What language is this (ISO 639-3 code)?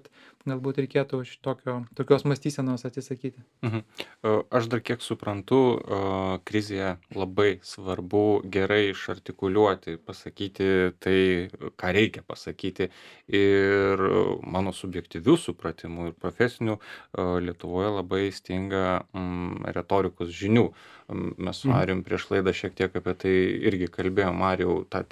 lit